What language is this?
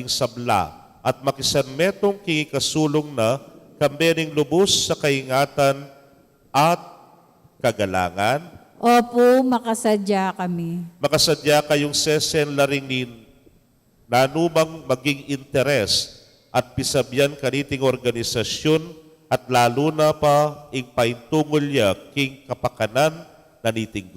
Pampanga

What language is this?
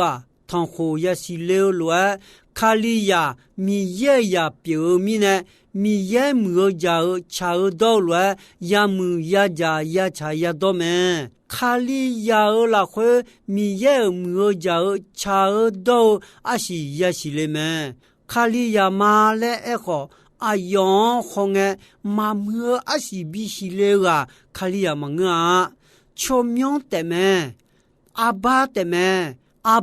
Akha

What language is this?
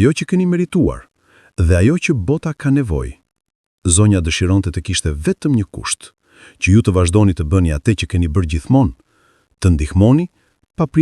Albanian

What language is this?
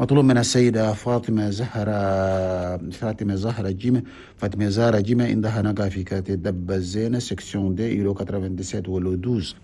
Chadian Arabic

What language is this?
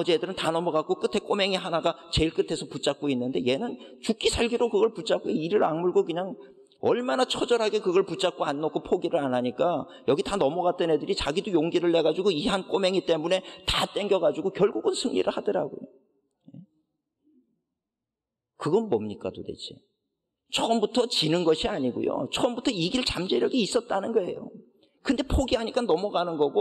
Korean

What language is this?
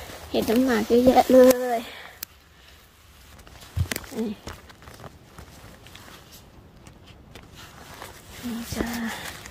Thai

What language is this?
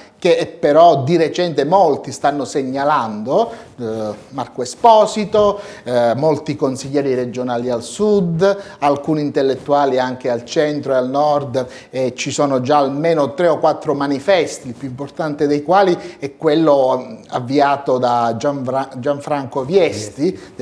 Italian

